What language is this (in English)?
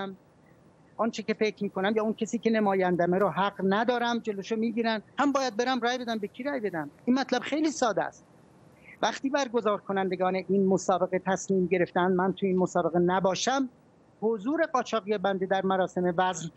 Persian